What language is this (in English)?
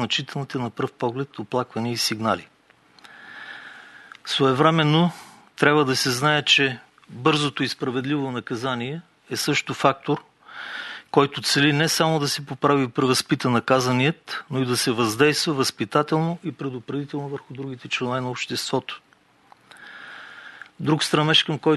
Bulgarian